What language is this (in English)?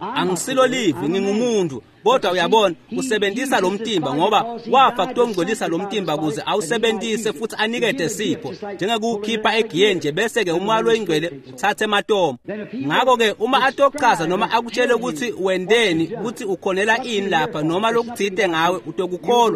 Swati